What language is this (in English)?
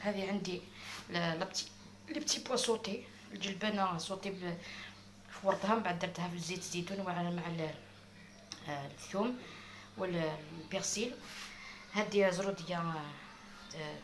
Algerian Arabic